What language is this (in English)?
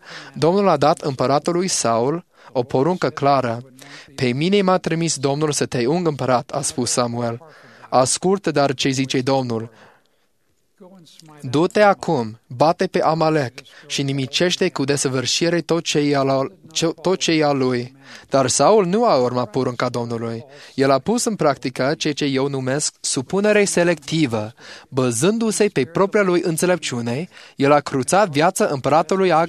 Romanian